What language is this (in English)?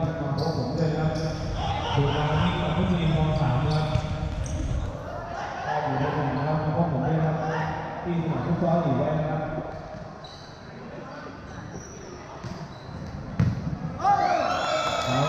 Thai